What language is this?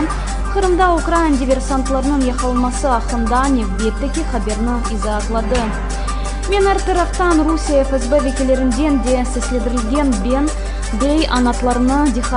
Crimean Tatar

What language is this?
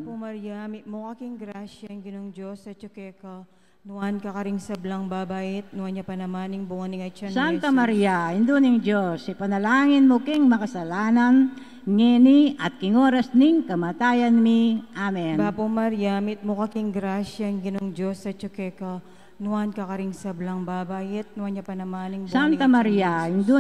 Pampanga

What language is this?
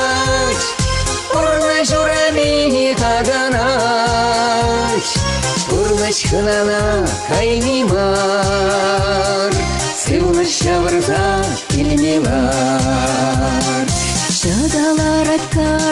Chuvash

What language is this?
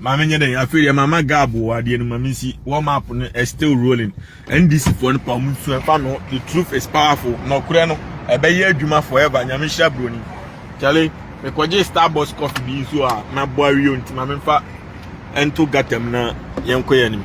Akan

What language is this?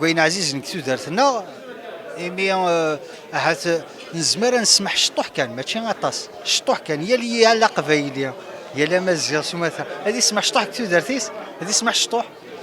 Kabyle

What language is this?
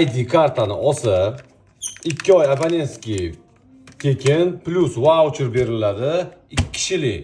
Uzbek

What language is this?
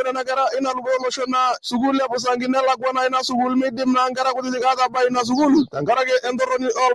Masai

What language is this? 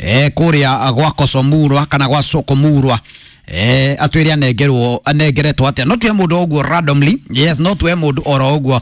Kikuyu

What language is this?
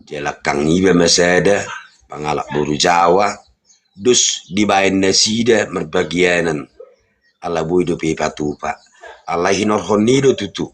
Batak Toba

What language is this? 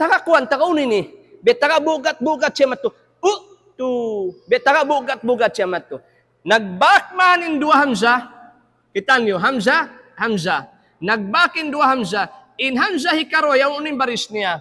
Tausug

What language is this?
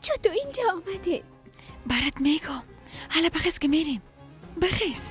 Persian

